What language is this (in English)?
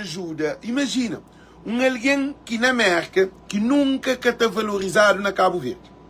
Kabuverdianu